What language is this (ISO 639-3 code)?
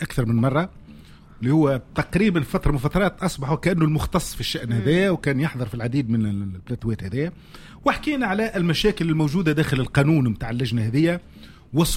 aeb